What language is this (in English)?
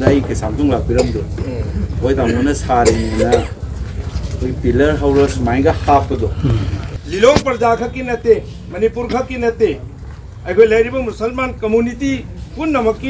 Manipuri